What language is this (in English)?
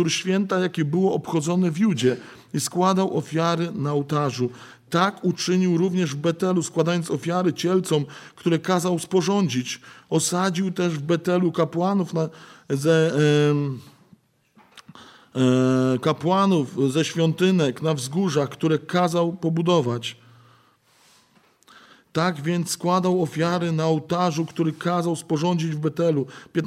Polish